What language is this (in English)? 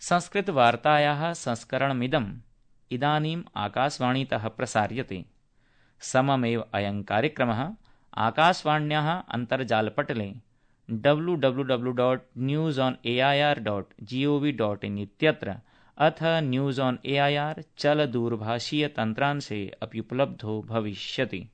Sanskrit